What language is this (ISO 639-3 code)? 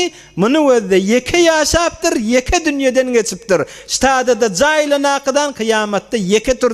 tuk